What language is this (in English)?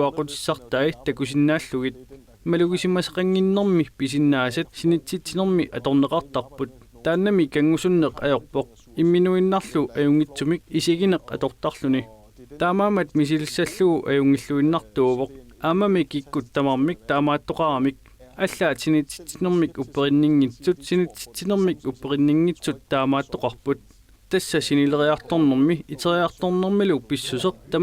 Kalaallisut